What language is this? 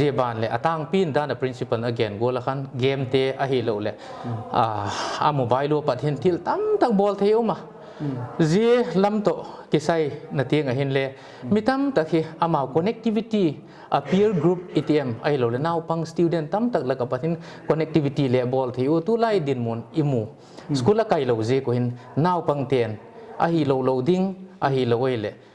Paite Chin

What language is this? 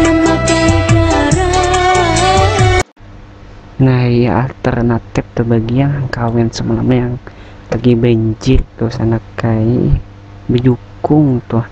Banjar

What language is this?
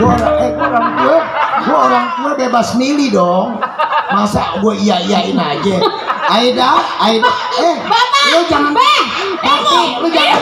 Betawi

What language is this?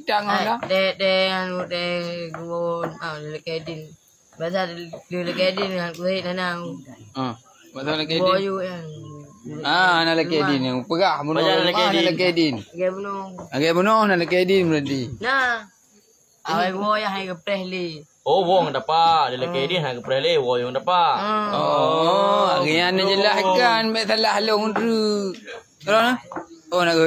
Achinese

